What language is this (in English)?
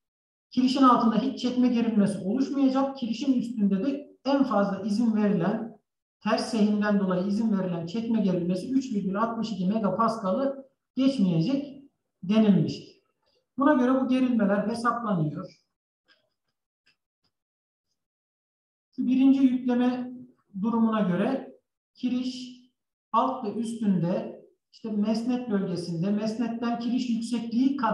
Turkish